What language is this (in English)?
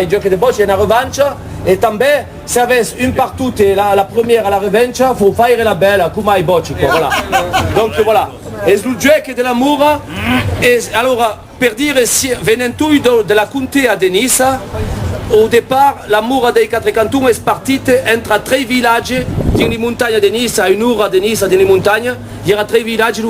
Occitan